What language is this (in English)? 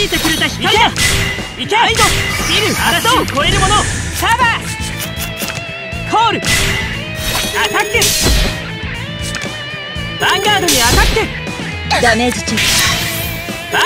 Japanese